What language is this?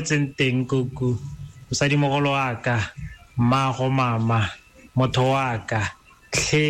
Tswana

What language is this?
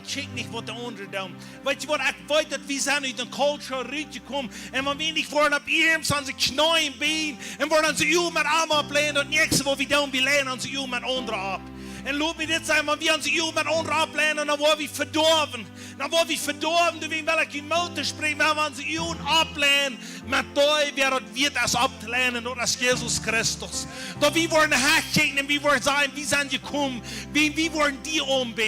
Plautdietsch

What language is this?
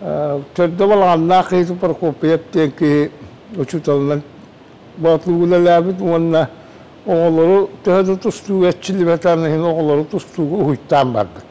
Yakut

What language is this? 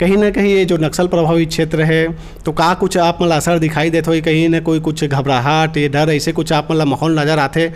Chhattisgarhi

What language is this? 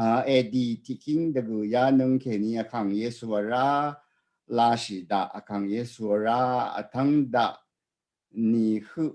Rawang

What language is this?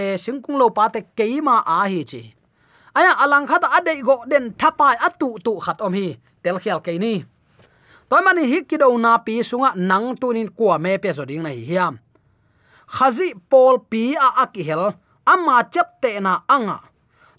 Tedim Chin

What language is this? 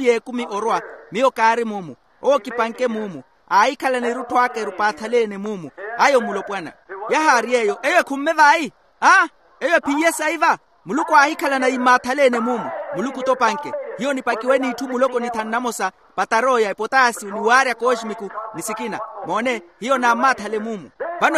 Makhuwa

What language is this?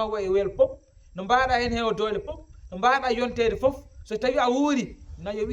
Fula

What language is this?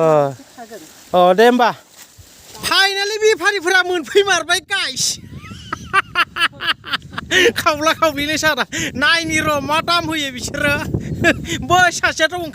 Bodo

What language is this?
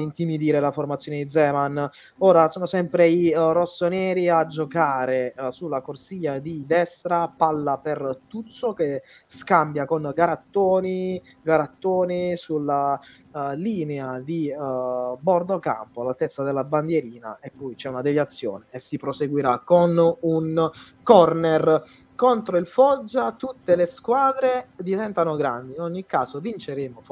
Italian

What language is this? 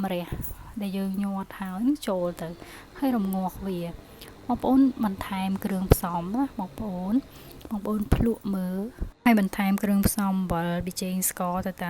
Khmer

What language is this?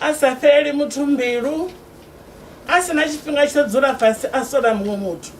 Venda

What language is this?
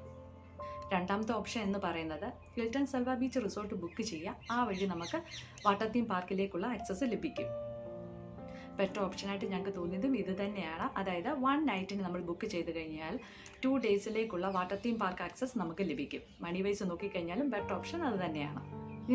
Malayalam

